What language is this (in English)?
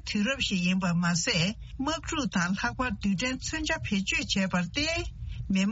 Tibetan